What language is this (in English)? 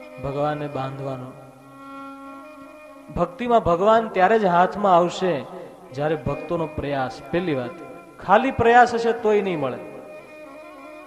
Gujarati